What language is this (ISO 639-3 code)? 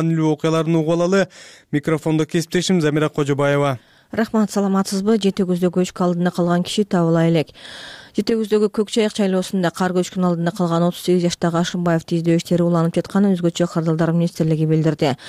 kir